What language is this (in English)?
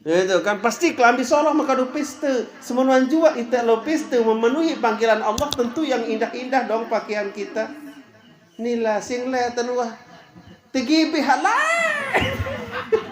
Sasak